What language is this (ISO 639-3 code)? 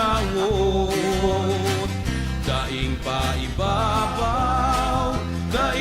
bik